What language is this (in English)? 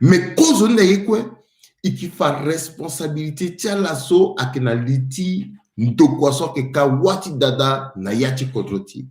Sango